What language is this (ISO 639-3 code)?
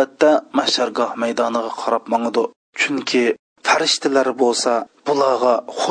uig